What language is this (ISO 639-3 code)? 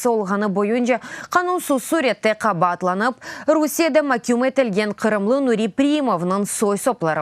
crh